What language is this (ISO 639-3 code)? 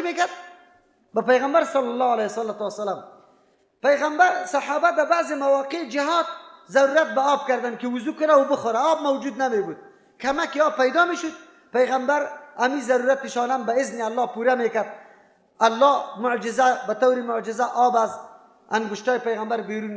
fas